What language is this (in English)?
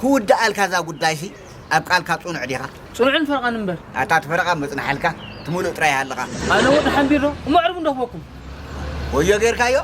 Tigrinya